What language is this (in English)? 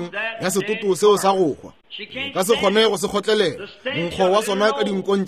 Northern Sotho